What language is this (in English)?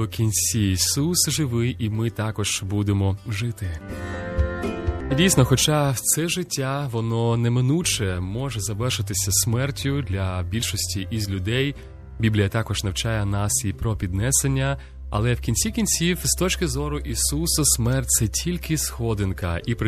Ukrainian